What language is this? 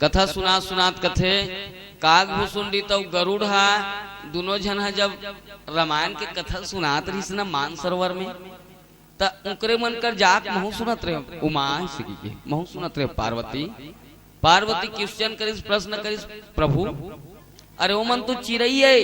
Chhattisgarhi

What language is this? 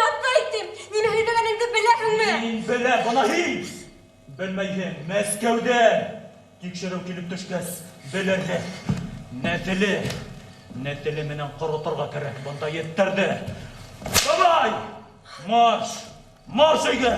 Bashkir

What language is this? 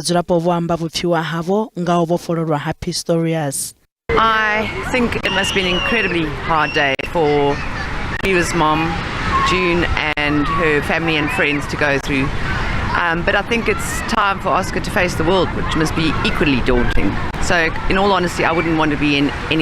Venda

